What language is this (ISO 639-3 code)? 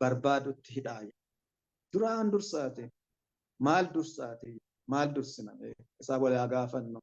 orm